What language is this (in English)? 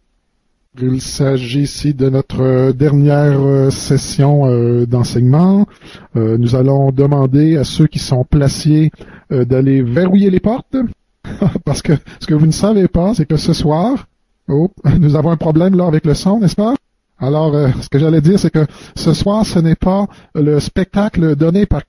French